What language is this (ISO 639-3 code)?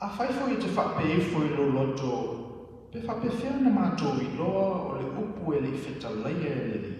smo